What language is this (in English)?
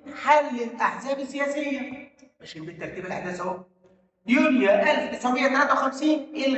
Egyptian Arabic